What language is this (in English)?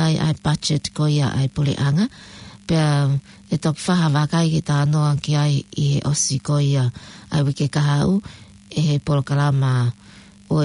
Tongan